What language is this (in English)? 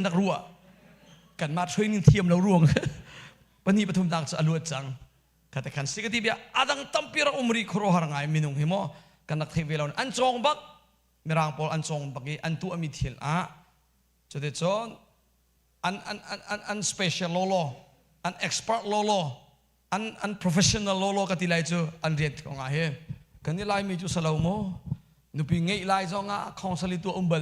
Hakha Chin